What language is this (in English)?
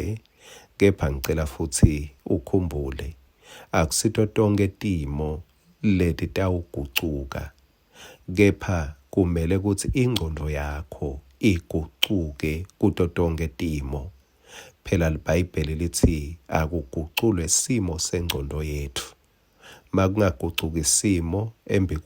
Swati